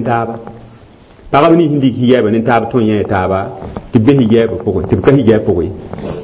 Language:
Mossi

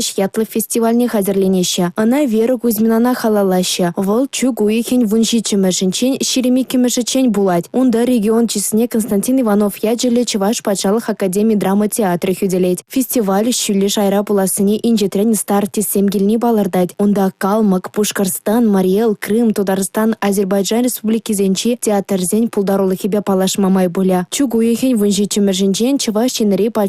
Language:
Chuvash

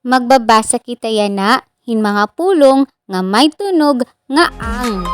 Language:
Waray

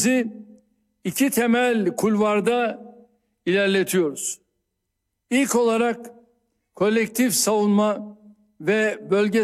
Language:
Turkish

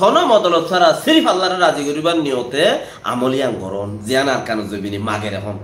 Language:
Rohingya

